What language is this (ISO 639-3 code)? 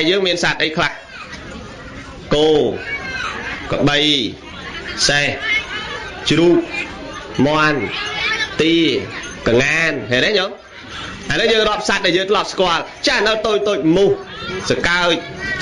khm